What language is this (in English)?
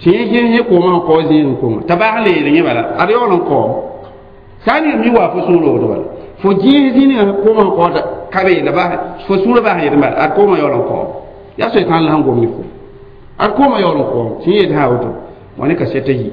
Mossi